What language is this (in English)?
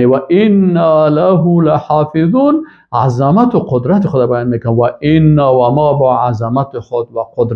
Persian